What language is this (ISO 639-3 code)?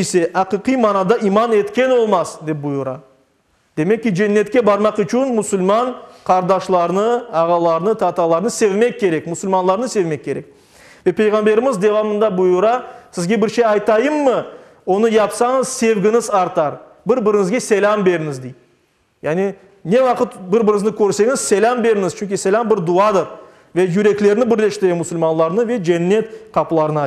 crh